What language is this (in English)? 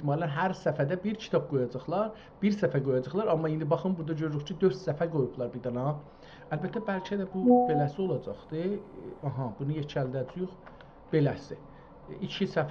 South Azerbaijani